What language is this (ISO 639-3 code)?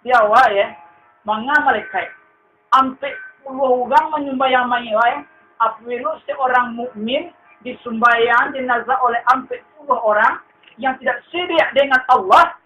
min